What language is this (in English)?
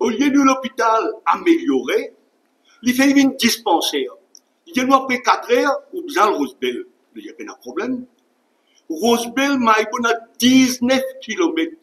Morisyen